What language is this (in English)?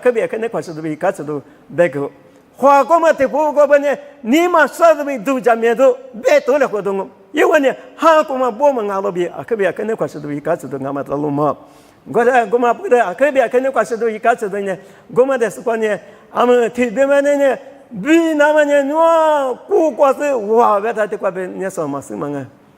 Lisu